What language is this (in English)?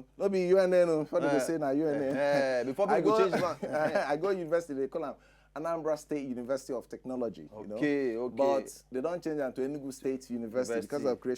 Nigerian Pidgin